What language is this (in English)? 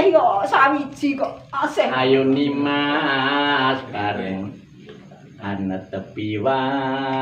Javanese